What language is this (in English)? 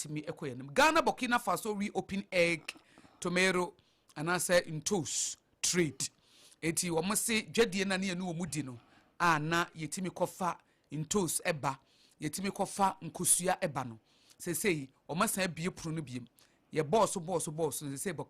Akan